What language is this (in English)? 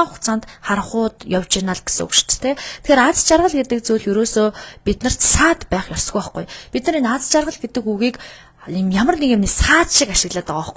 Mongolian